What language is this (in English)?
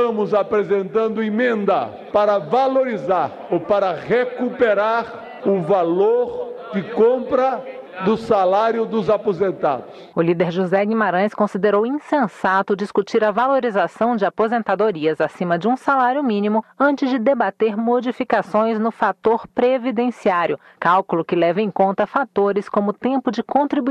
Portuguese